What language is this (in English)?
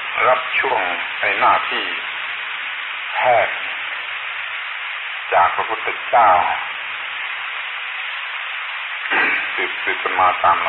Thai